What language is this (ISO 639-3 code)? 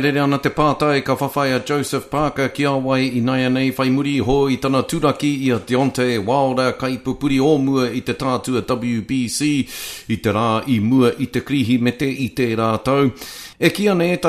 mri